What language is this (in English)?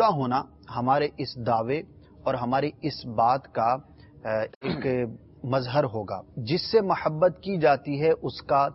Urdu